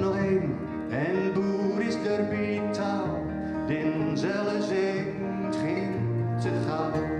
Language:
Gronings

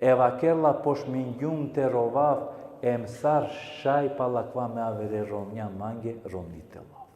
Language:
Balkan Romani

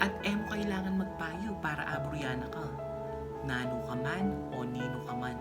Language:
Pampanga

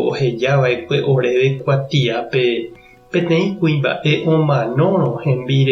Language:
Guarani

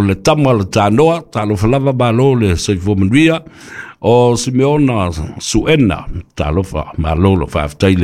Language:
Samoan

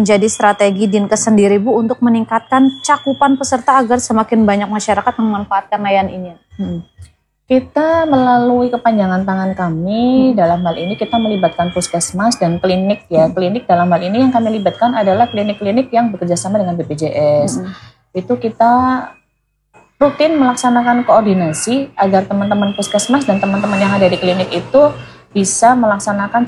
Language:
Indonesian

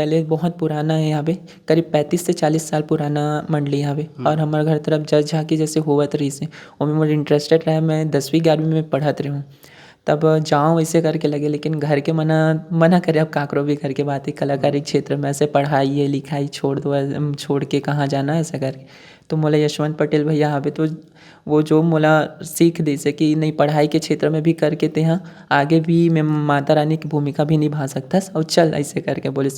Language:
Chhattisgarhi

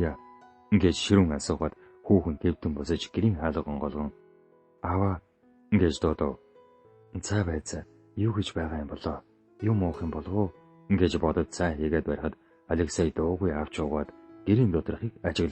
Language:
Mongolian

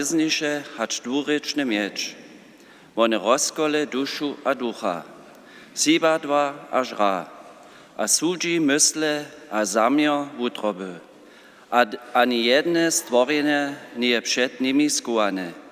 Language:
Upper Sorbian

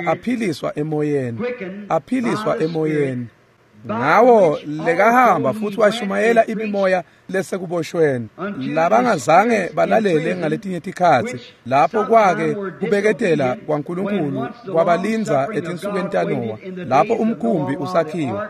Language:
Swati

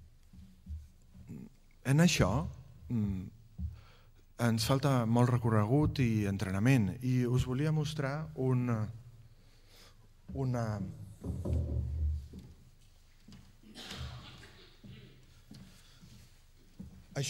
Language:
Catalan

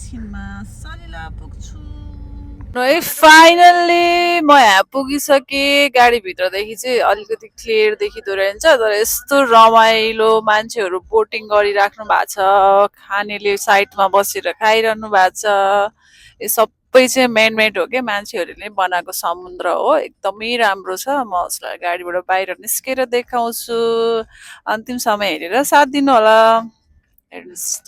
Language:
Nepali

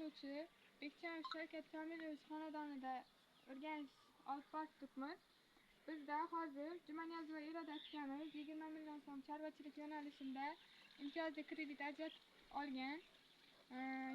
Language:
Uzbek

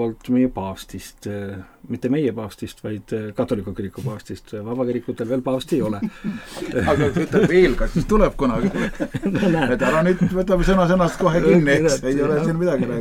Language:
Estonian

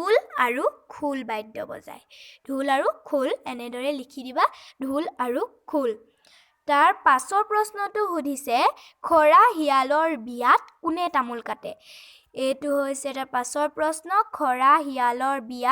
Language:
Assamese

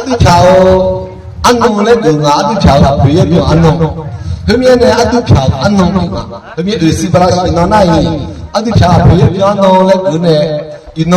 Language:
Akha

